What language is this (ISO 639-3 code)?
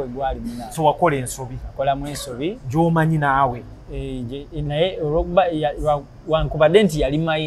lug